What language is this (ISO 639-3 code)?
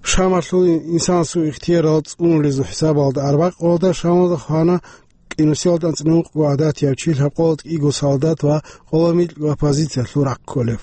ava